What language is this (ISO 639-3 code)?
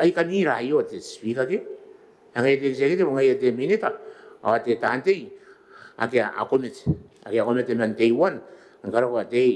gil